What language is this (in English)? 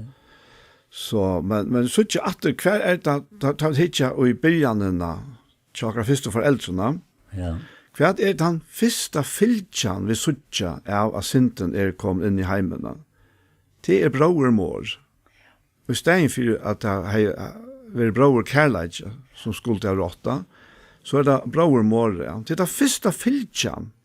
Faroese